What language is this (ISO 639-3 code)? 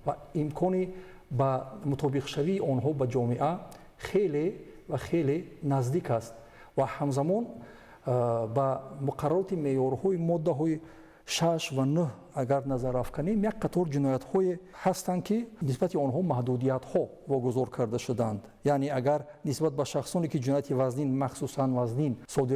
tgk